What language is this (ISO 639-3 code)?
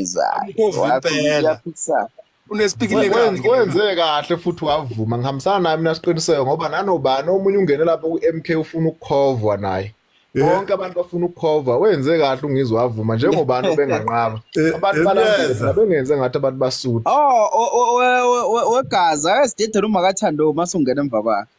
zul